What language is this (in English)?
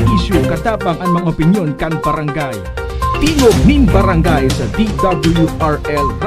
Bikol